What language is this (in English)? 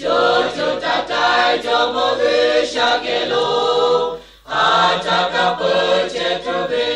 Lahu